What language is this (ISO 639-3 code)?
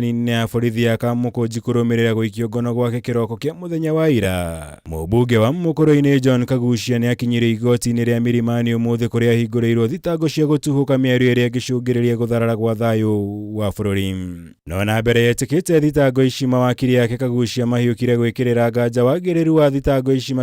kik